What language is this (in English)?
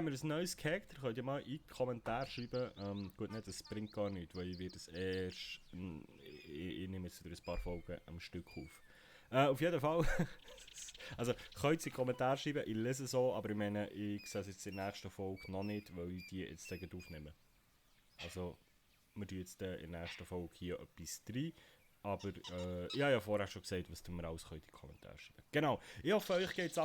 Swiss German